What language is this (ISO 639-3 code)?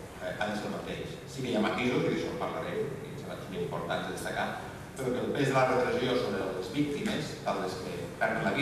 cat